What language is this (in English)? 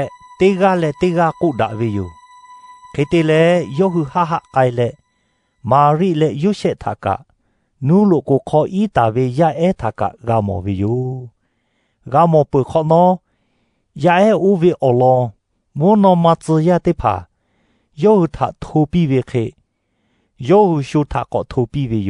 Lahu